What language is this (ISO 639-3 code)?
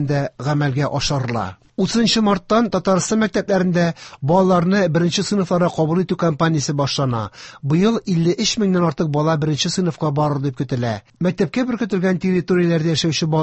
tat